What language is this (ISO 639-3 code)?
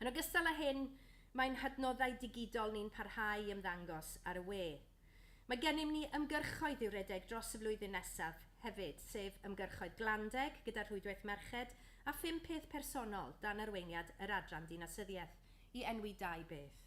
cym